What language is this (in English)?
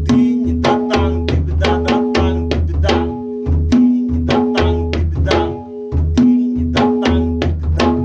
Santali